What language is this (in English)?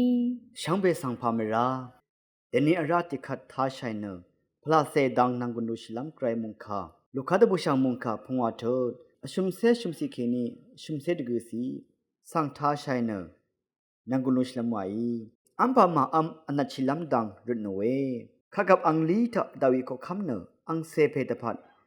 Rawang